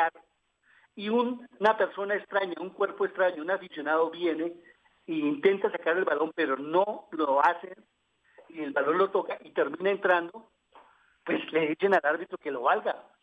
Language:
Spanish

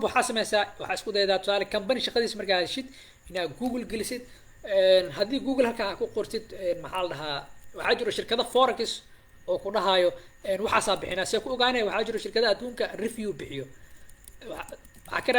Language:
Somali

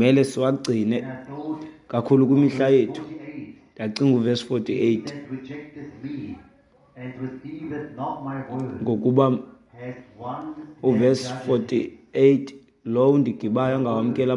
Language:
Xhosa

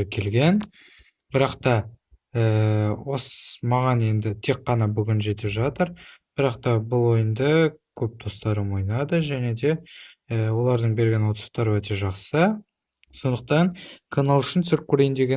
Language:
Kazakh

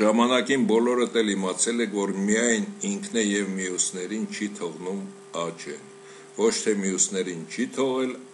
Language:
Armenian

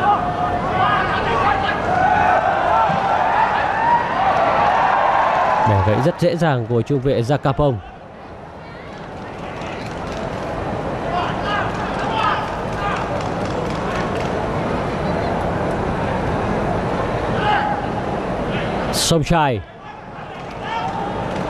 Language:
Vietnamese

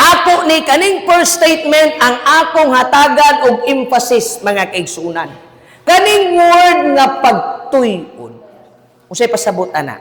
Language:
Cebuano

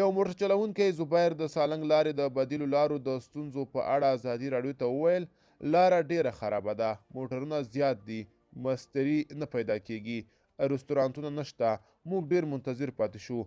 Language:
Pashto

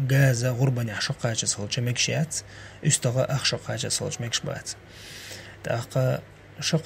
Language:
Chechen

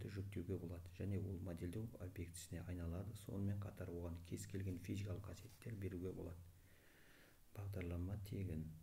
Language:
Kazakh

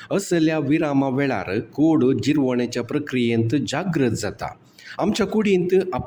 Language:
Konkani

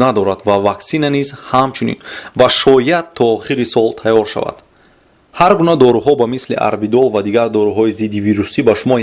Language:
Tajik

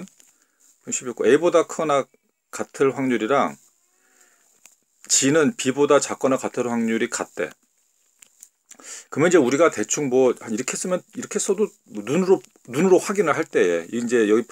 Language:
Korean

